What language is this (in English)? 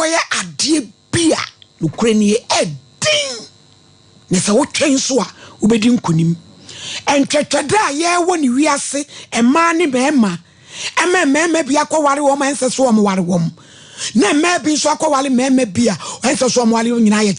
Akan